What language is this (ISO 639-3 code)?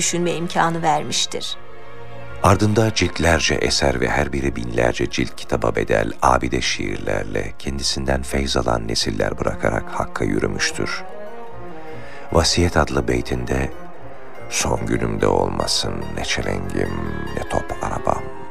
tur